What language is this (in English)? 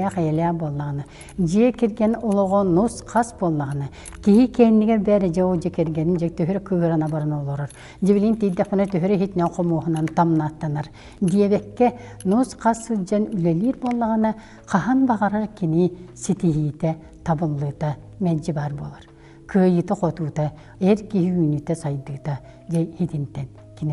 Yakut